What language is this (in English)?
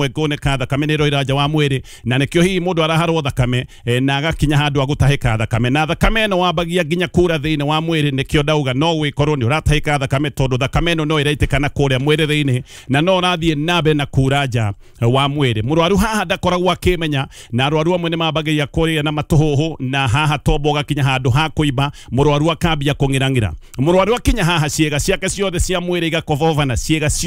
Kikuyu